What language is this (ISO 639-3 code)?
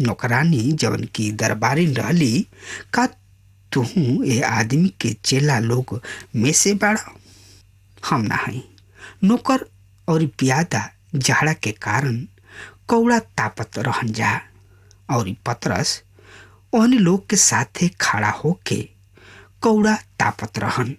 bho